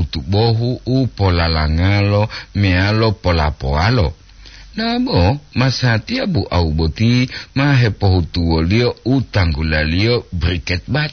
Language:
Gorontalo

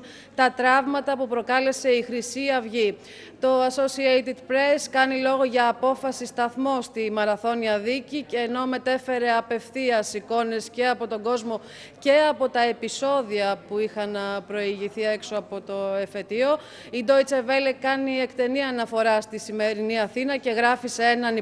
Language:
Greek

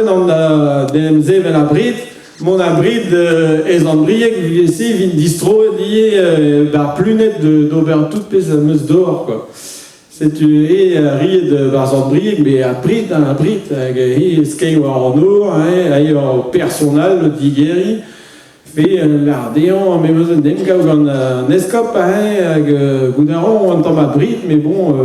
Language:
Breton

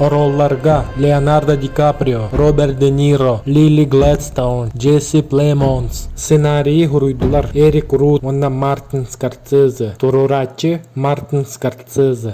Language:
Yakut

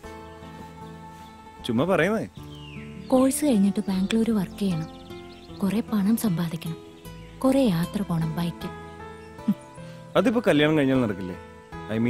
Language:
Malayalam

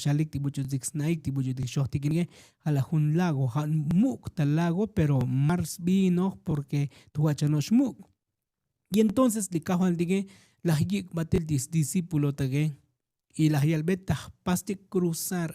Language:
Tzotzil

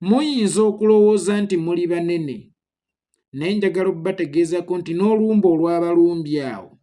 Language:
Ganda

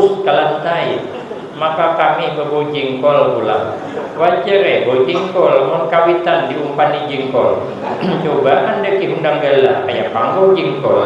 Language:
Banjar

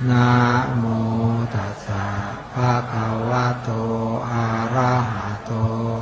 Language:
Pali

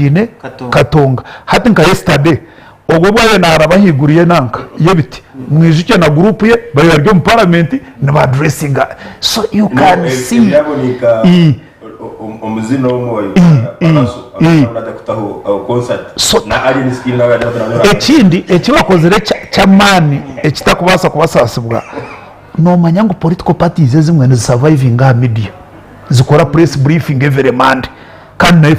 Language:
Nyankole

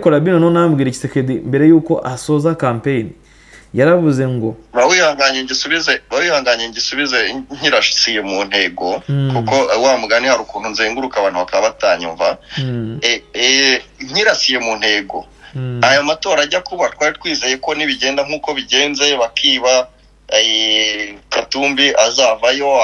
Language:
Kinyarwanda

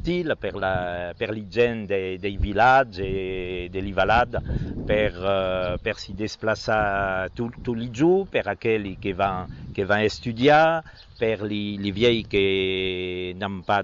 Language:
Occitan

